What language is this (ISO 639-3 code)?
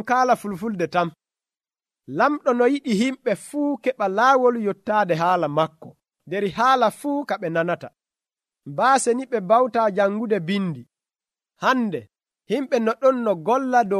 fuv